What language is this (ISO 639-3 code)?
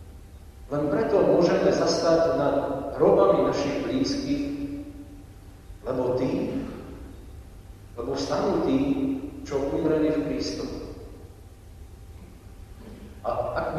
slk